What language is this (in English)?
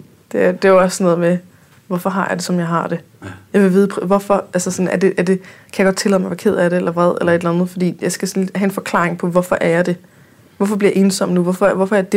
Danish